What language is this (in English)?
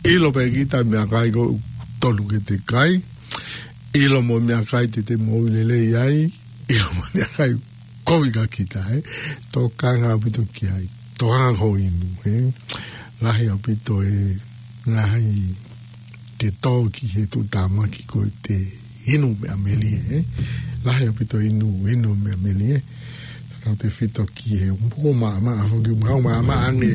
Tongan